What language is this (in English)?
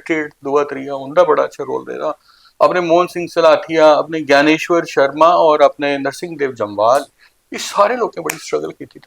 Dogri